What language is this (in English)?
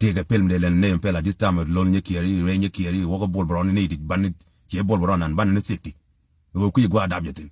Nuer